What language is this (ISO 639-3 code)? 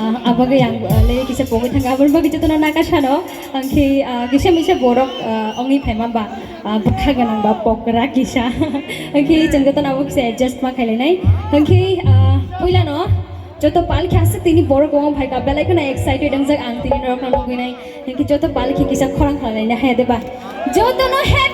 trp